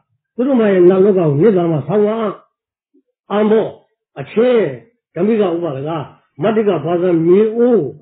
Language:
Burmese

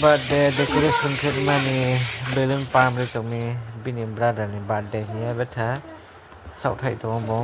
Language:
Kok Borok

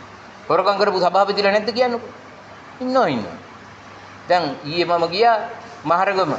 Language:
Sinhala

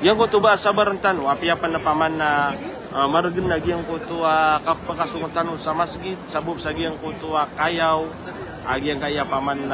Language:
Maranao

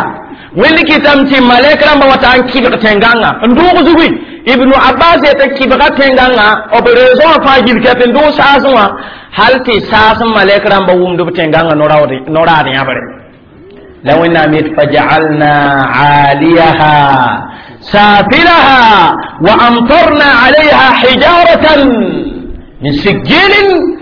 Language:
Mossi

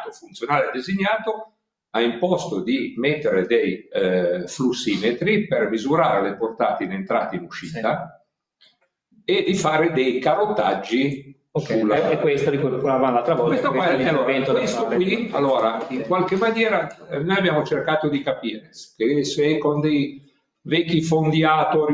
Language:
Italian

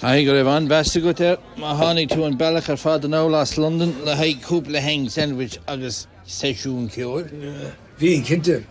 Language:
Irish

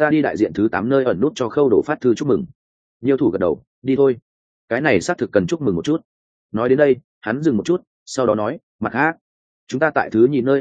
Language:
Vietnamese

